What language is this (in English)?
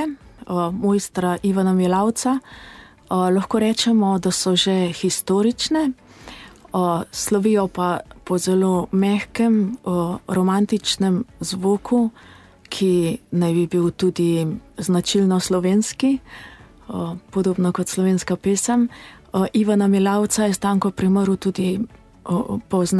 Slovenian